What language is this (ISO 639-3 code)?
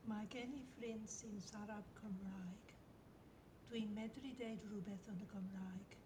cym